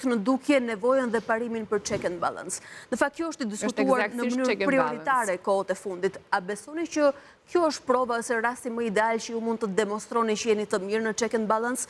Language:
Albanian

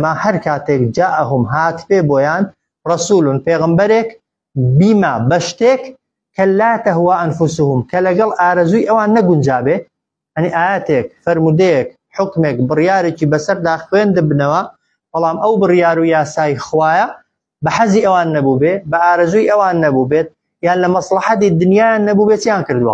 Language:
Central Kurdish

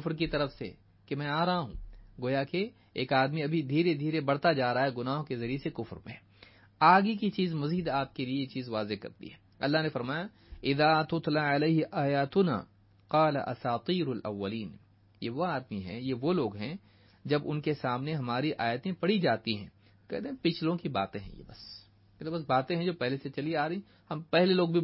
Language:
Urdu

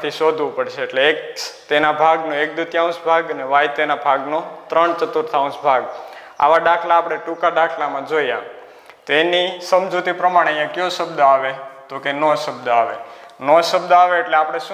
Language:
Gujarati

